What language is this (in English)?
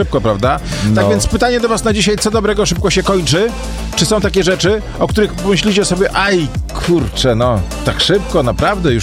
Polish